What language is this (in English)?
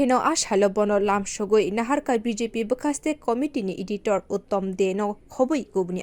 Kok Borok